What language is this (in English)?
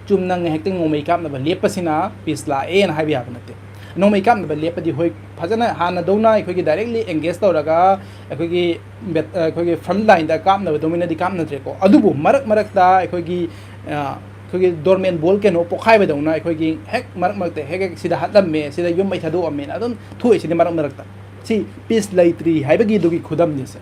Manipuri